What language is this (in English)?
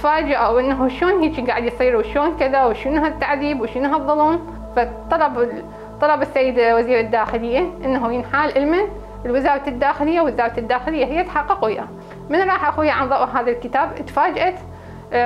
Mesopotamian Arabic